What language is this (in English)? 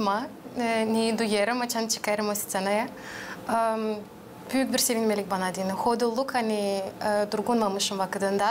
Gagauz